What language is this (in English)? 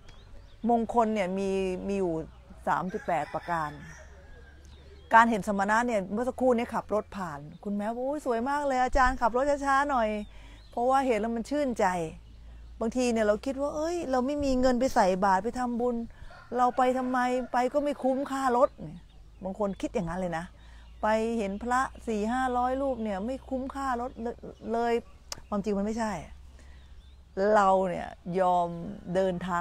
Thai